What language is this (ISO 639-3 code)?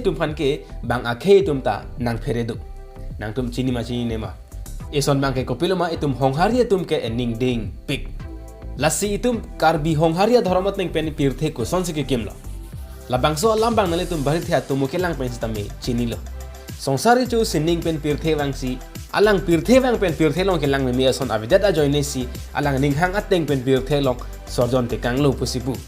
mjw